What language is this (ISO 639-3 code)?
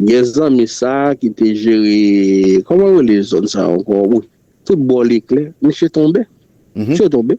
hat